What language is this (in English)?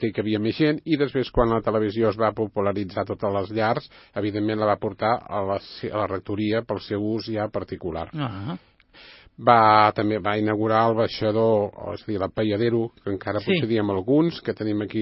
Catalan